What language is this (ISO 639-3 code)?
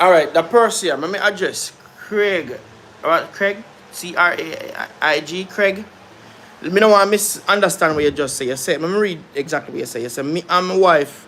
jam